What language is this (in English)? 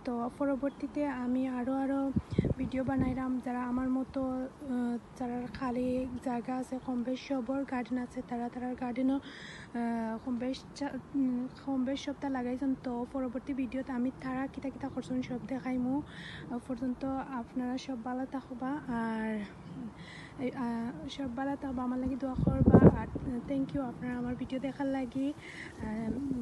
Sylheti